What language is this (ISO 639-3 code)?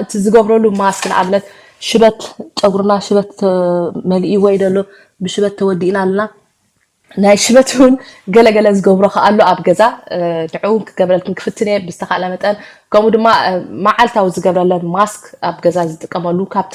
tir